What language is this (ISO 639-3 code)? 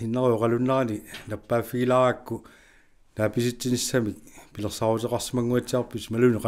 kal